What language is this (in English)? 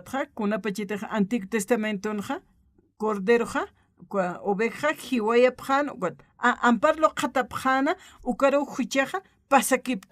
Aymara